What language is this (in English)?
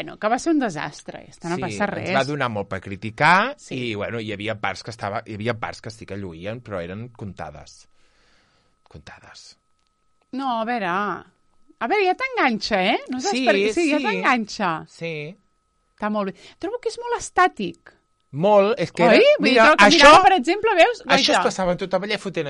Catalan